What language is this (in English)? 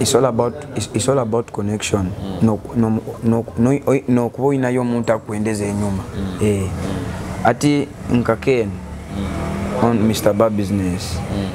Nyoro